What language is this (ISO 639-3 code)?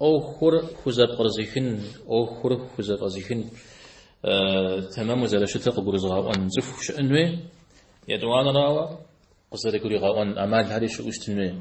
kbd